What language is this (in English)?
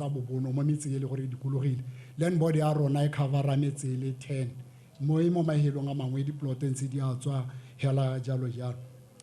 Tswana